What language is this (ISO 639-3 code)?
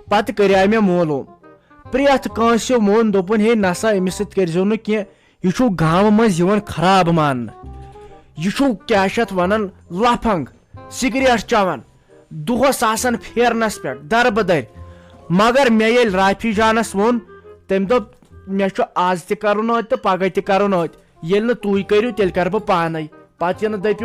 kas